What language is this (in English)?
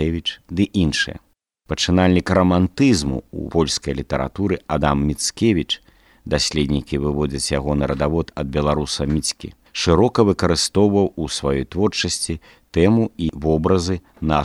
Belarusian